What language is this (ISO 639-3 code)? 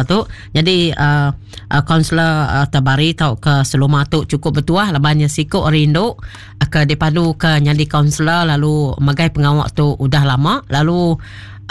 iba